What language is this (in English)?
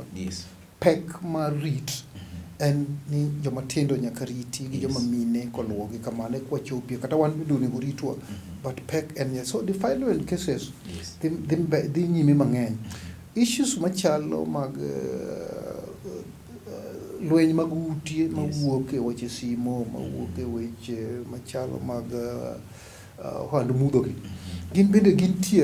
Luo (Kenya and Tanzania)